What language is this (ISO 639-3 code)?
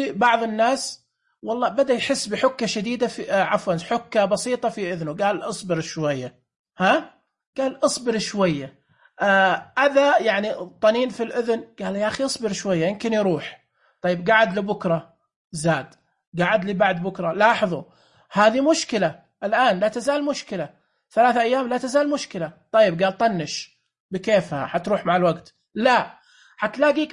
ars